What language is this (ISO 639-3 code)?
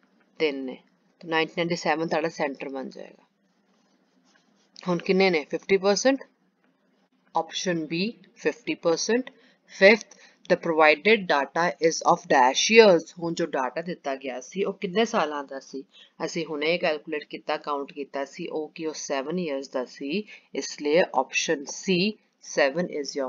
pan